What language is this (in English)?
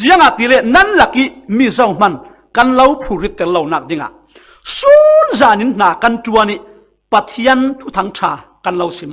Falam Chin